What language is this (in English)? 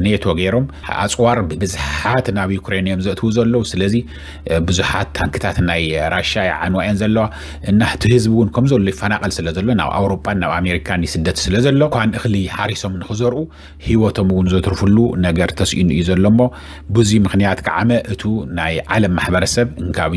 Tigrinya